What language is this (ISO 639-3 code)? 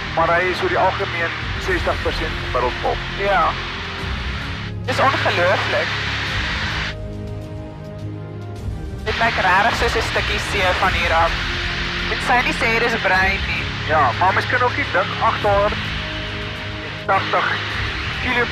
afr